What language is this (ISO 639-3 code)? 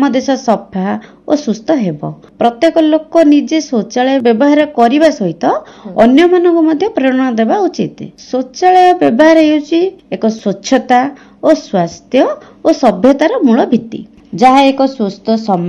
ori